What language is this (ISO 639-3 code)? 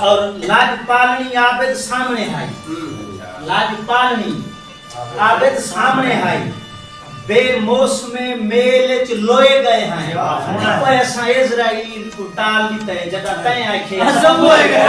skr